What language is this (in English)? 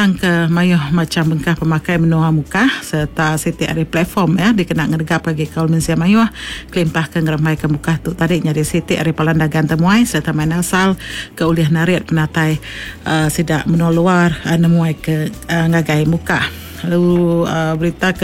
Iban